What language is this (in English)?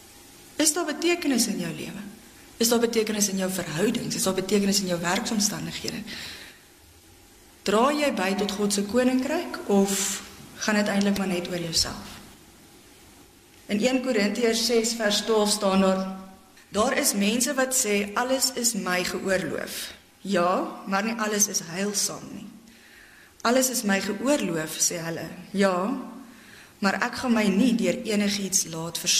Afrikaans